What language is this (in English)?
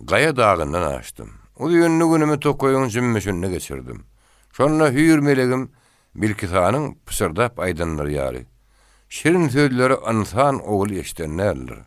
Turkmen